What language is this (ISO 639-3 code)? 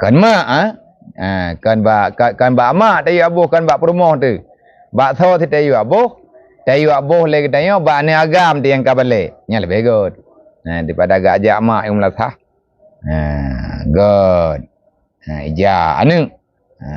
ace